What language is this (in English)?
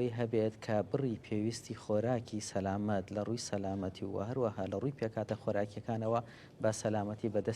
Central Kurdish